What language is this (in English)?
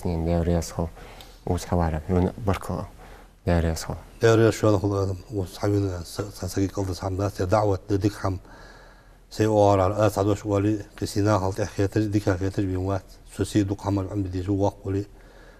Ingush